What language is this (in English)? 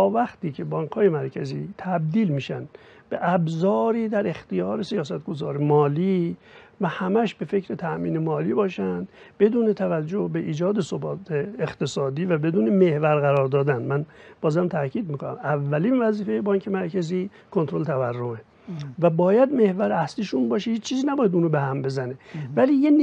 Persian